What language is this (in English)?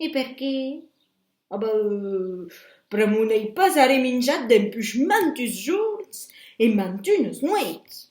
Occitan